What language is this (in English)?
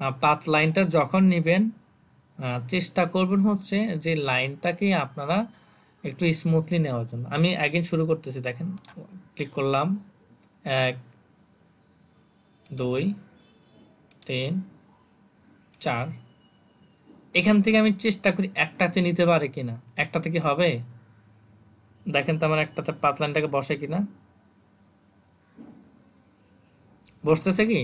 Bangla